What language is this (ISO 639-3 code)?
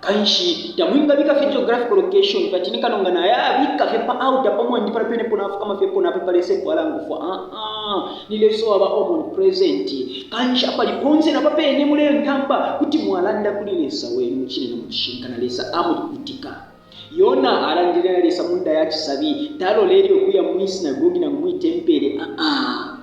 bem